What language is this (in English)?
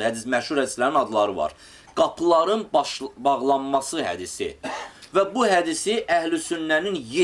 Azerbaijani